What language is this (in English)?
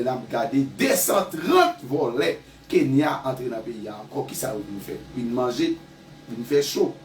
Haitian Creole